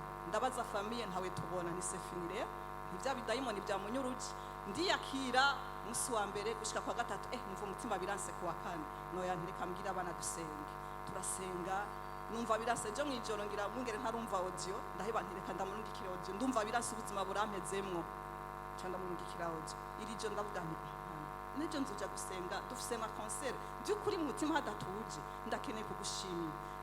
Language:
Rundi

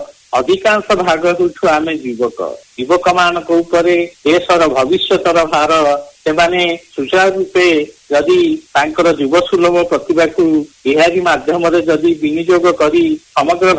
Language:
Odia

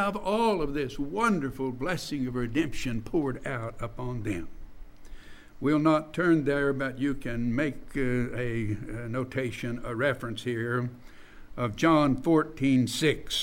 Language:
English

